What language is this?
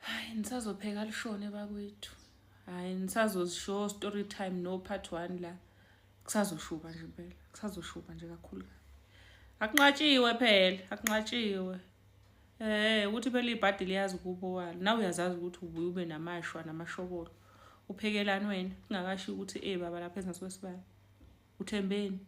Zulu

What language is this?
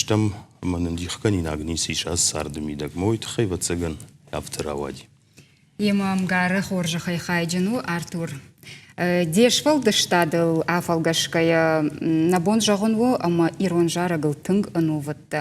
Ossetic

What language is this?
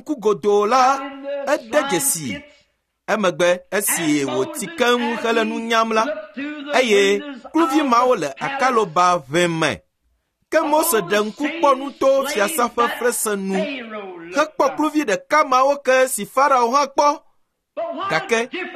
Ewe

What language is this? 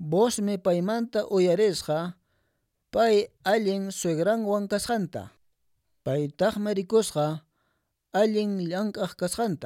Quechua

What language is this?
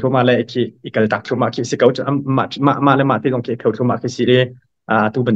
Hakha Chin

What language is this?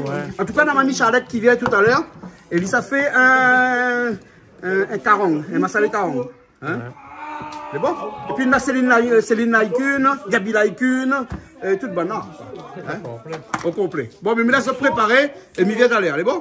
Réunion Creole French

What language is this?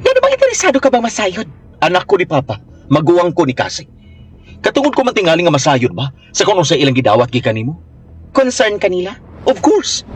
Cebuano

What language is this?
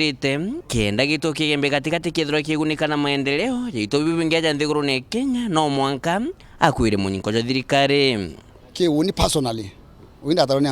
Meru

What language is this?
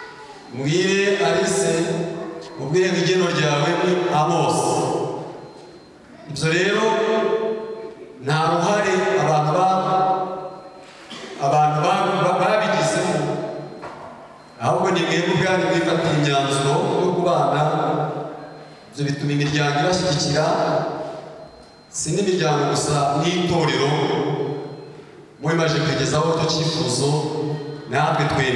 Kinyarwanda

